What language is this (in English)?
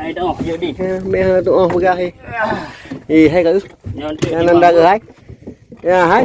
Achinese